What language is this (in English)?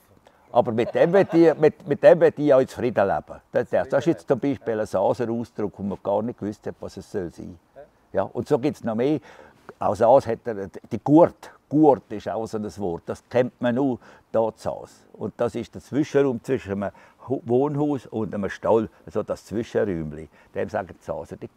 Swiss German